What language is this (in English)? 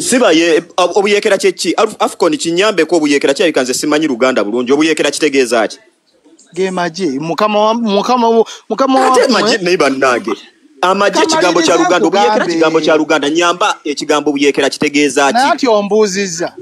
Ganda